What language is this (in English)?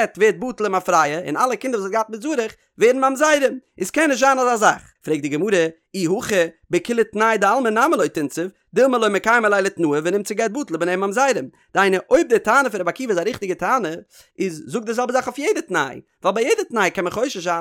Yiddish